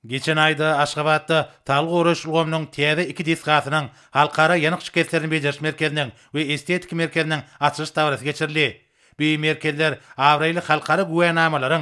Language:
Turkmen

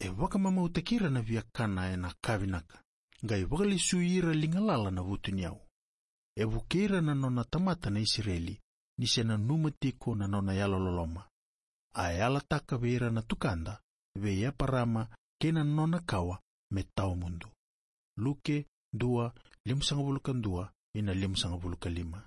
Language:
Fijian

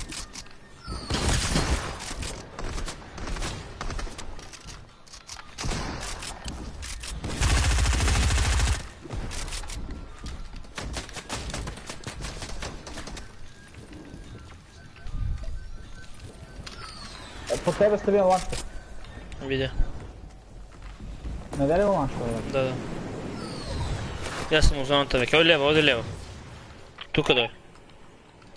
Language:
Croatian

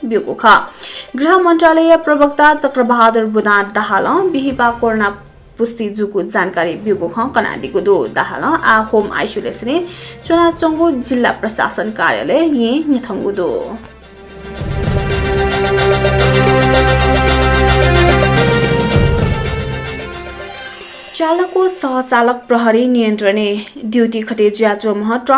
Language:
Newari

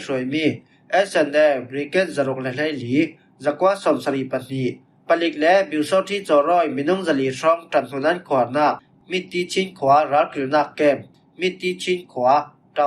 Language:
Falam Chin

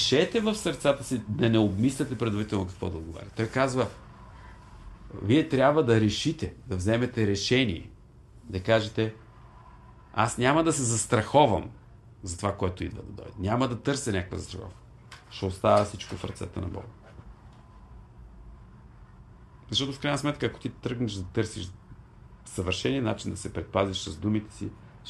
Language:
Bulgarian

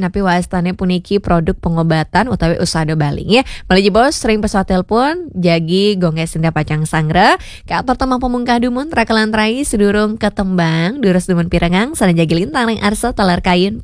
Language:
Balinese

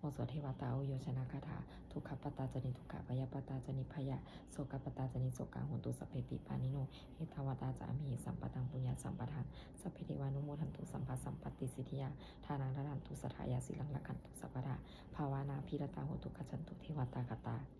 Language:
Pali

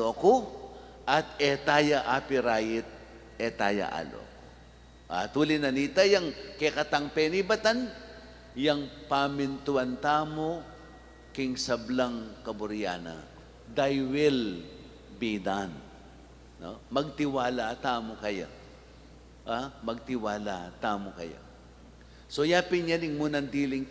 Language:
Pampanga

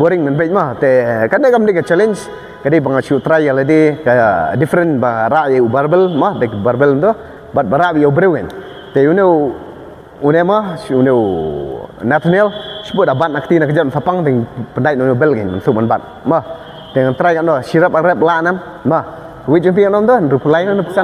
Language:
Khasi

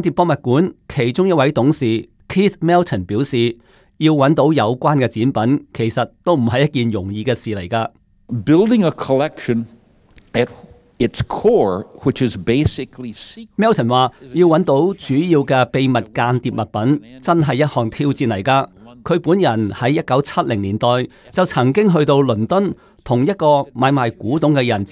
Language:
Cantonese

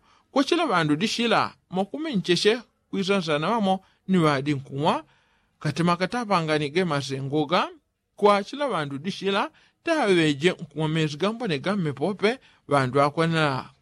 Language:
Yao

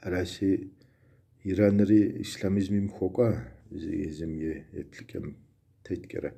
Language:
Kabardian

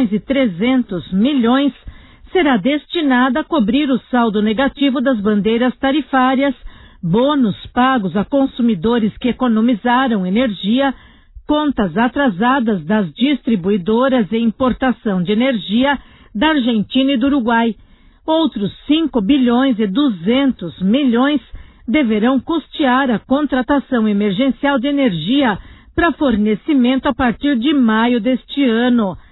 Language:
Portuguese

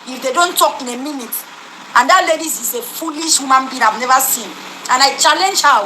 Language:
Nigerian Pidgin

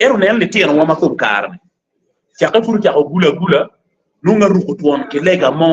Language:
Acoli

